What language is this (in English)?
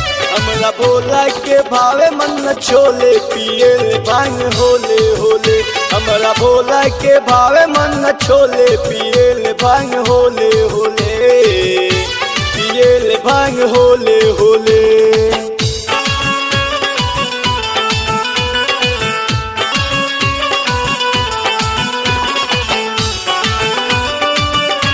Bhojpuri